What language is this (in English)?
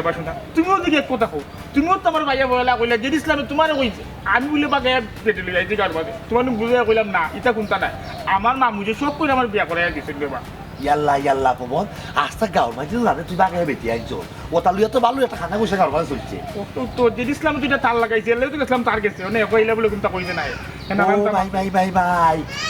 Sylheti